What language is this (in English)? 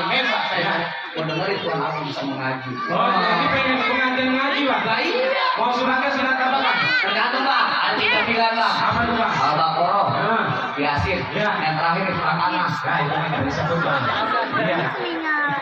Betawi